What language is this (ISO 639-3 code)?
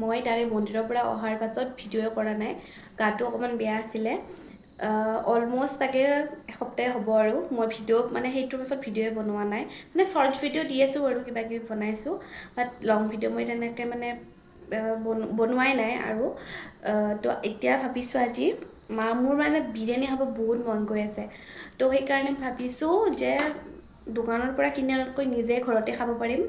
asm